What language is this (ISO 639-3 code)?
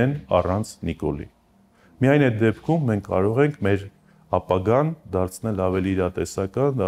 hye